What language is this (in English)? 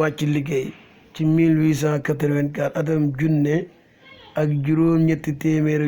Wolof